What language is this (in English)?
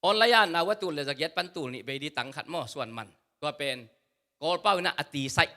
Tedim Chin